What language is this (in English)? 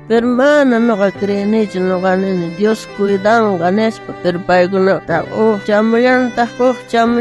South Bolivian Quechua